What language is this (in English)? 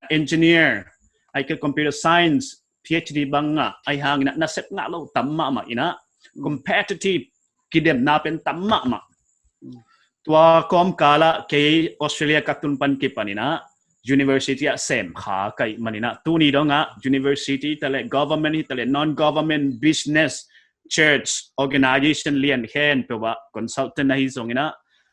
Paite Chin